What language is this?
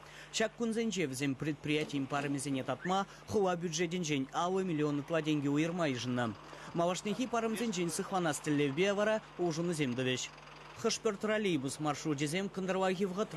Chuvash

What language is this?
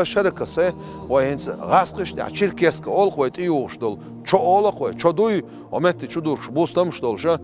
Chechen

